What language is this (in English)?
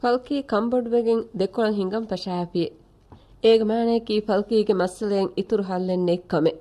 Divehi